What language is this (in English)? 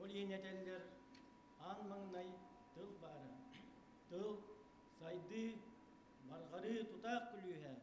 Yakut